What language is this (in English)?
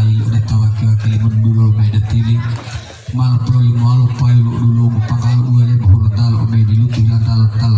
Gorontalo